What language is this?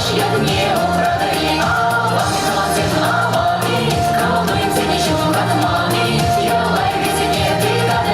Chuvash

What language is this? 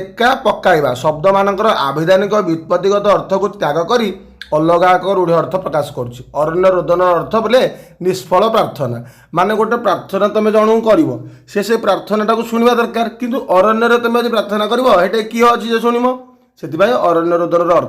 Odia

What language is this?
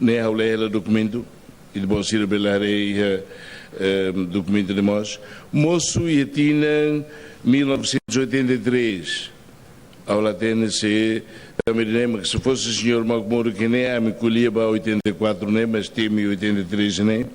Tetum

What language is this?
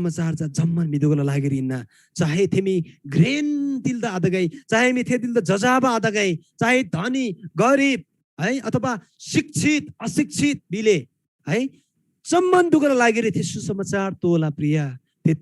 Eastern Tamang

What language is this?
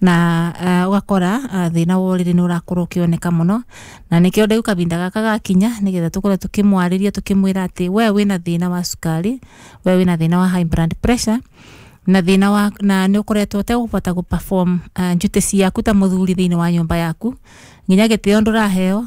Kikuyu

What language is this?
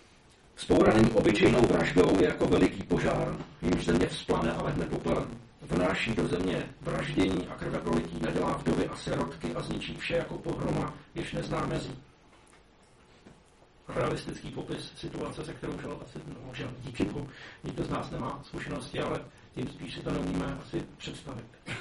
Czech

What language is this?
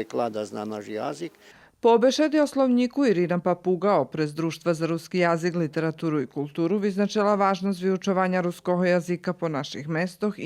Rusyn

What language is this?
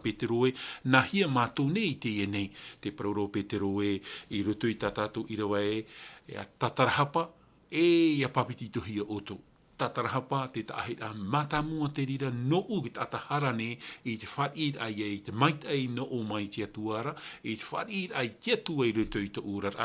Tahitian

